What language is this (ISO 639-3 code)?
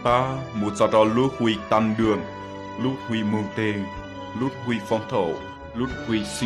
hmn